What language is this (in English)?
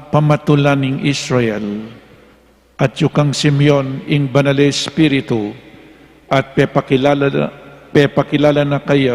Pampanga